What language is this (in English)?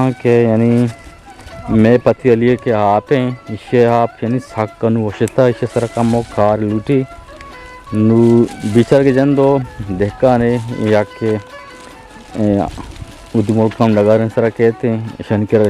Baluchi